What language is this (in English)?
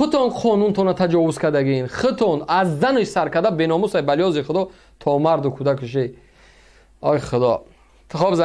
Tajik